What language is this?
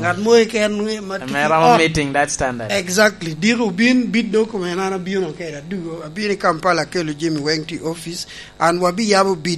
Lango (Uganda)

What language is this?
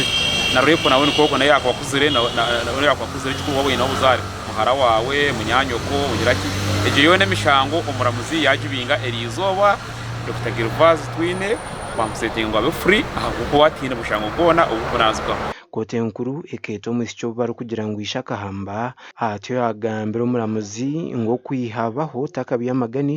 Nyankole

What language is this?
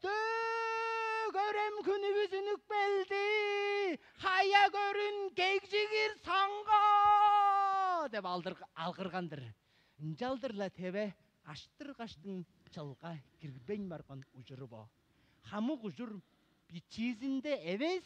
Tuvinian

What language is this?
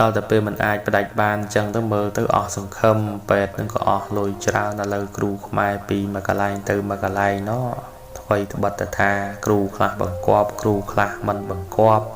Khmer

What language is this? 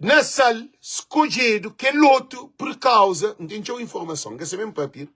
Kabuverdianu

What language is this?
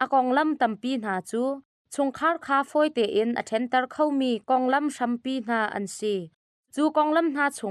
Hakha Chin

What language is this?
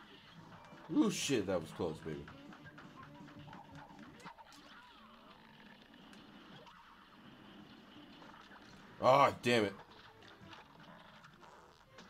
English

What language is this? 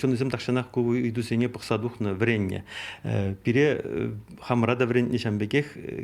Chuvash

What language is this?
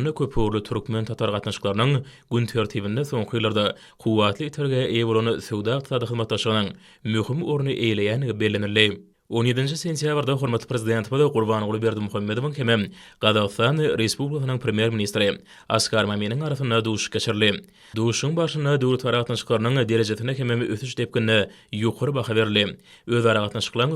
Turkmen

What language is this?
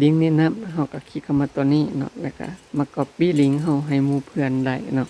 Lao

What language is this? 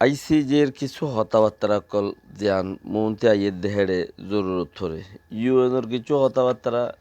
Rohingya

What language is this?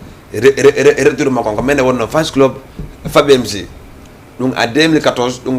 Fula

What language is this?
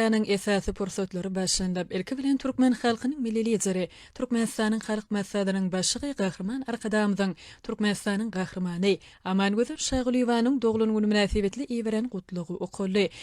Turkmen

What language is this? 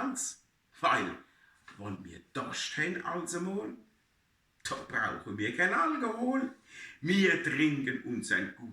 Palatine German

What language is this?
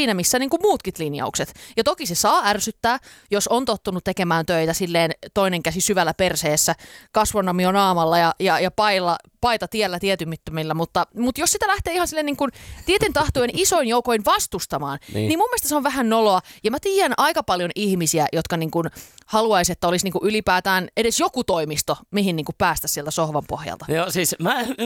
Finnish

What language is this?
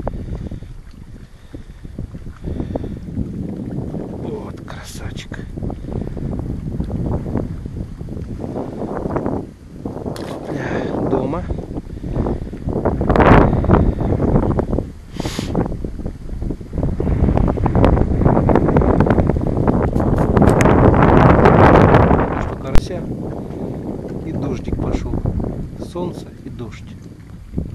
Russian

